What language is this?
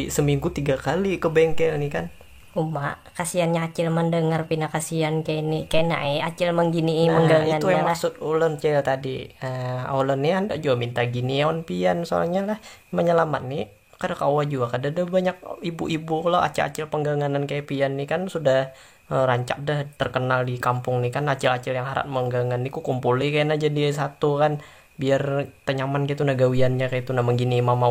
Banjar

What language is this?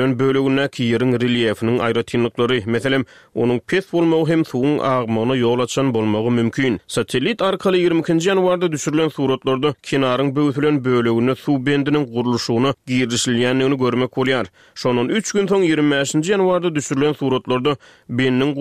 Turkmen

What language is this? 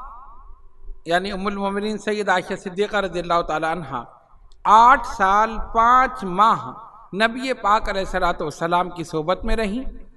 Urdu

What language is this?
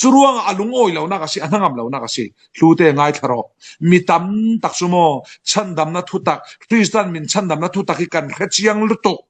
Falam Chin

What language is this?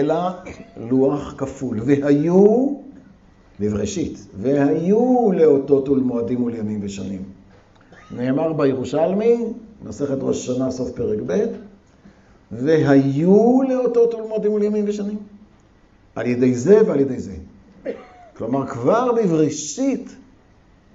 Hebrew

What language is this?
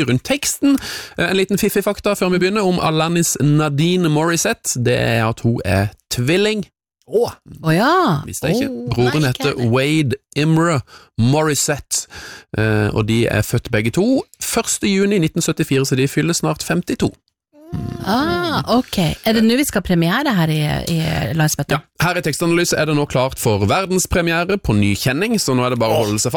Norwegian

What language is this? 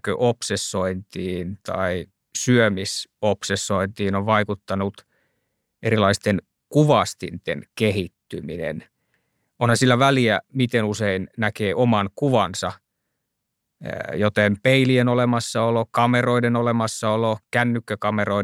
Finnish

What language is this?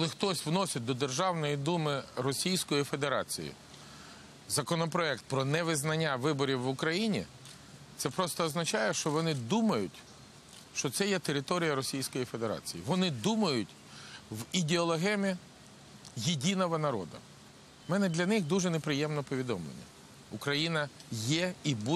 Ukrainian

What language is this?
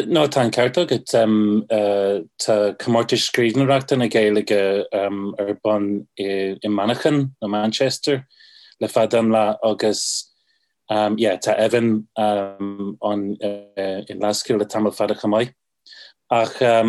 Irish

